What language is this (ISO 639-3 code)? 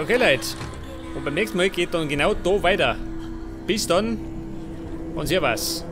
bar